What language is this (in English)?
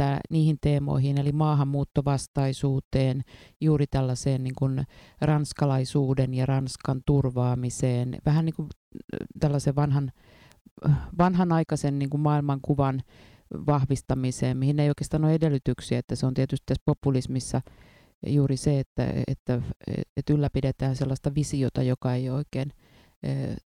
Finnish